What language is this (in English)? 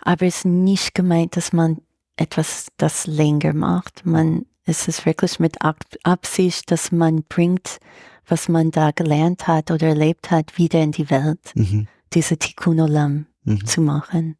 Swiss German